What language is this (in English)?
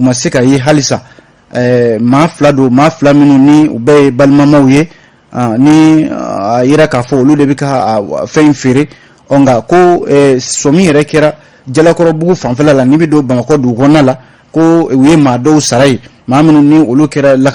Bambara